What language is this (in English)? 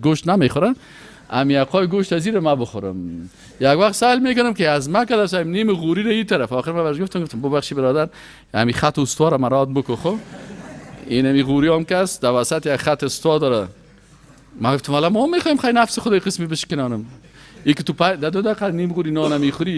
Persian